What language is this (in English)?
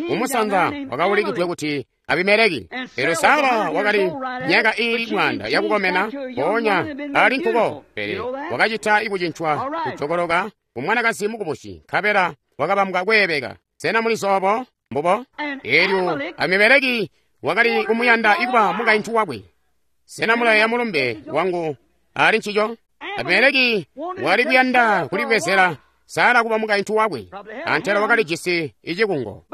Tonga (Zambia)